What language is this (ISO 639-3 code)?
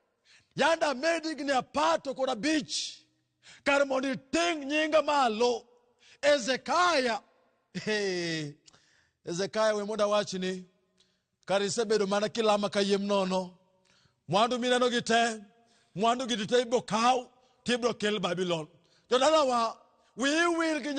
luo